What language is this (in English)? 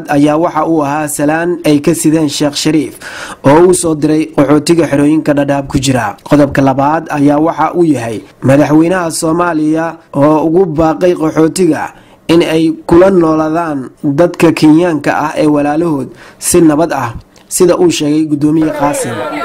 Somali